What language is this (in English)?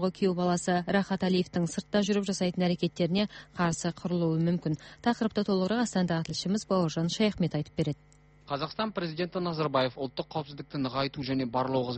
Kazakh